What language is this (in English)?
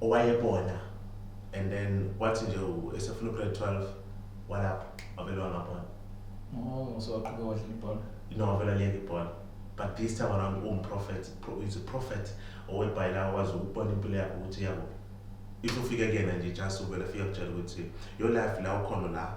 Zulu